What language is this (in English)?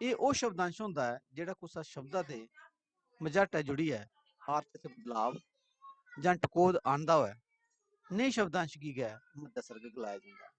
Dogri